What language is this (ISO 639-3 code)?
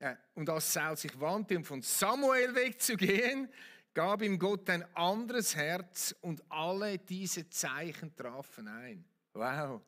gsw